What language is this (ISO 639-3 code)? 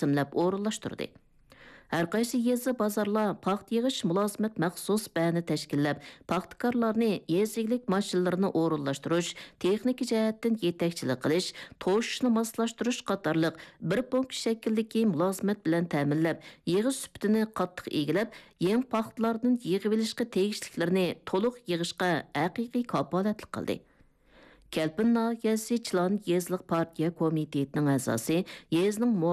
uig